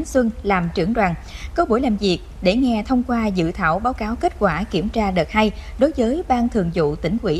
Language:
Vietnamese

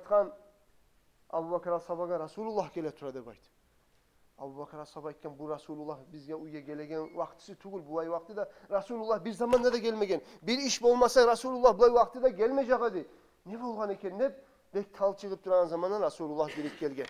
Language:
Kumyk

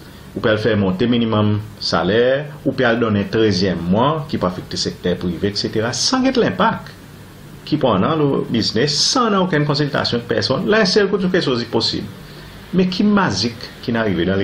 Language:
Seselwa Creole French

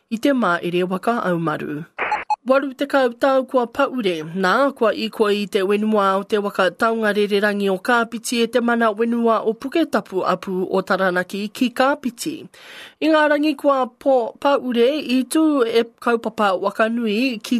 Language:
Māori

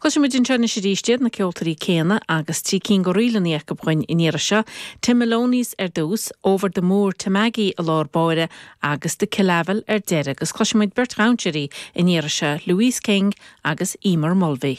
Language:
Irish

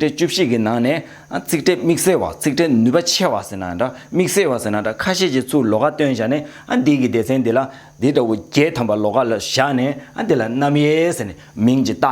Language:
Tibetan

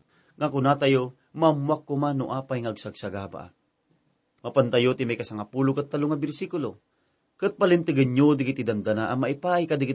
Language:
Iloko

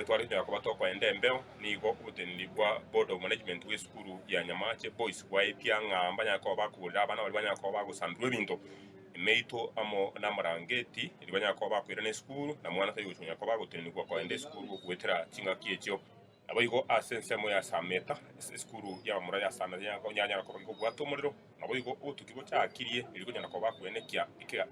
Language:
Gusii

